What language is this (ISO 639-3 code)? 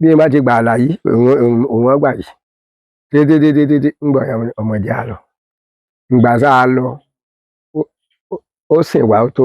yor